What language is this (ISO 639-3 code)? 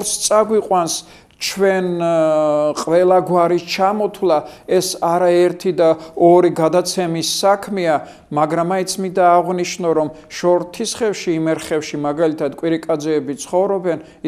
kat